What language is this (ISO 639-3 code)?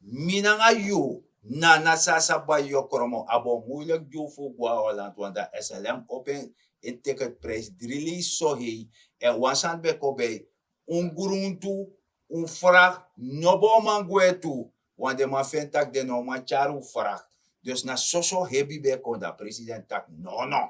srn